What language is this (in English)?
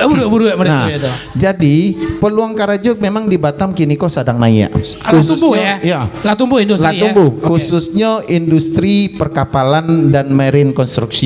Minangkabau